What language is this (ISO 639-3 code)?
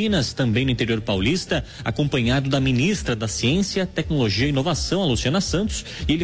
por